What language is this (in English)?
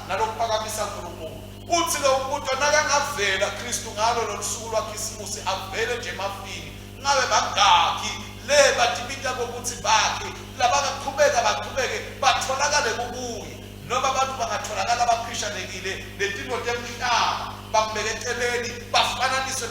Swati